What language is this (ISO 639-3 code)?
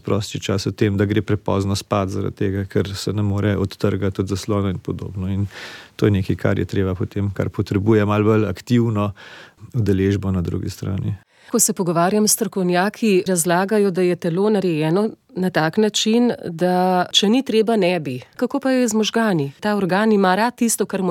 slv